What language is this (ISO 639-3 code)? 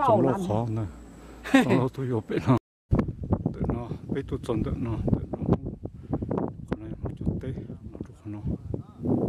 hmn